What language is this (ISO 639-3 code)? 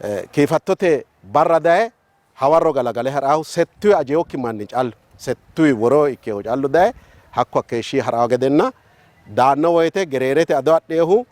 sid